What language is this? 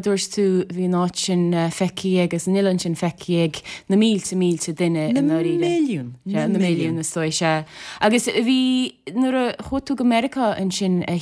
Irish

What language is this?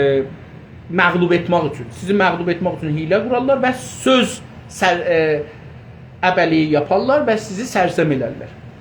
South Azerbaijani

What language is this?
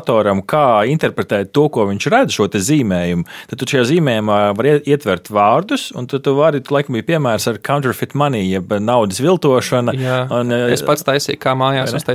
Latvian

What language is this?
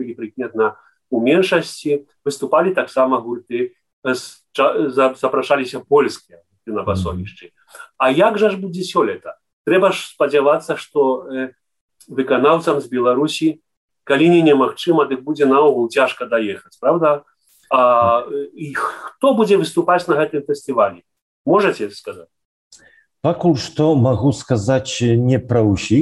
Belarusian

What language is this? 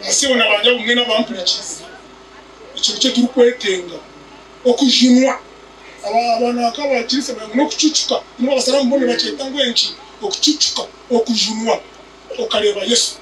Nyankole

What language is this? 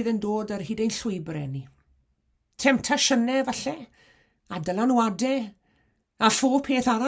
Welsh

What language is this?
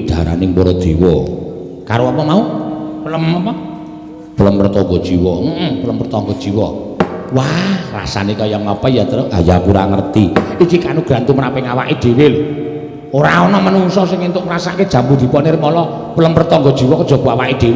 Javanese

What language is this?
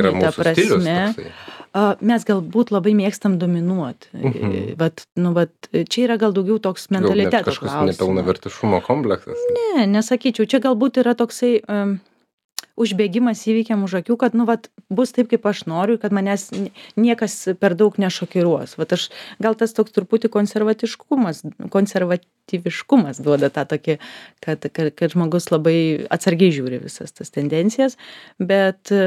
Lithuanian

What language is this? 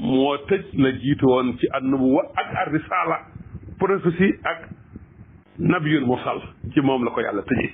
Wolof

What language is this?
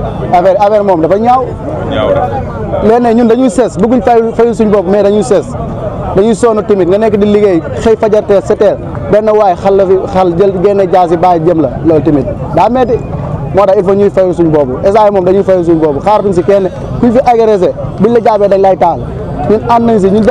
Wolof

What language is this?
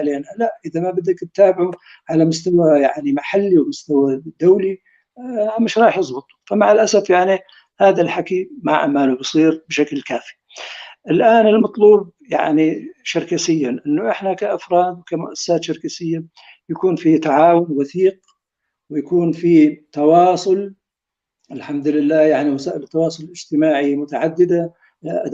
North Levantine Arabic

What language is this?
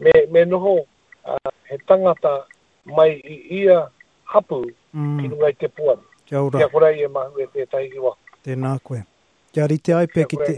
Māori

